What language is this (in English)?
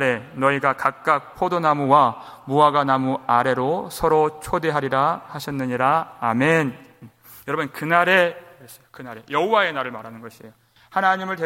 Korean